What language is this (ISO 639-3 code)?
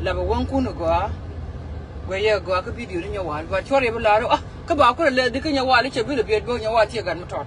nus